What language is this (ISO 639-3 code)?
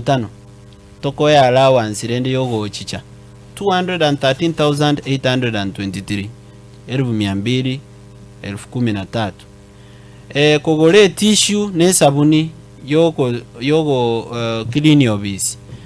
guz